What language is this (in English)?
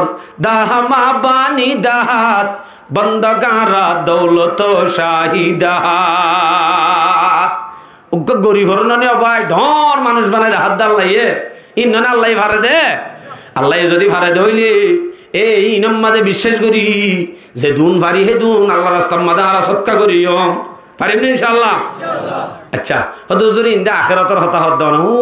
Rohingya